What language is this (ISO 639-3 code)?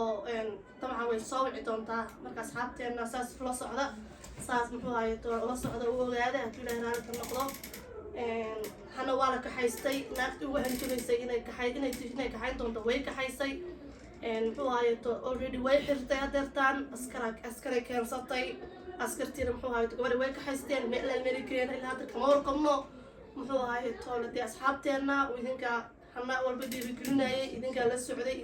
som